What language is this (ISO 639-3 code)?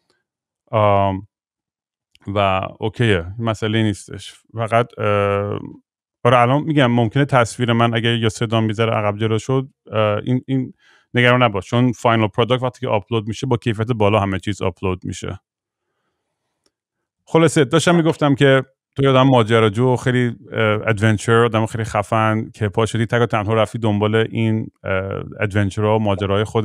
fas